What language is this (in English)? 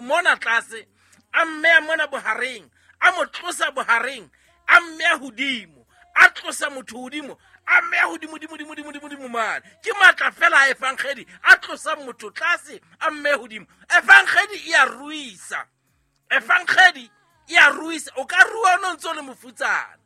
Southern Sotho